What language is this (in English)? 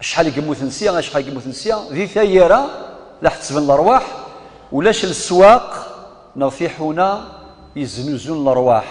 Kabyle